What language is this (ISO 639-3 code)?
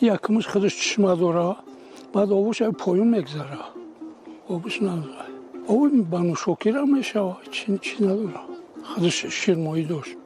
tgk